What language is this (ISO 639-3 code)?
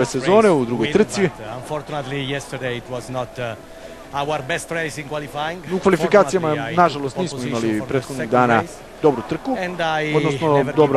srp